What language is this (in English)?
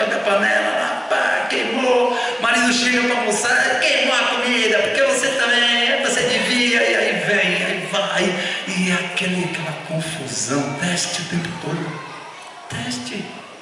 Portuguese